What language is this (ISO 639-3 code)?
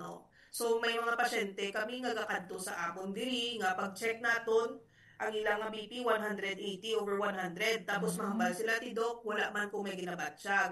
hil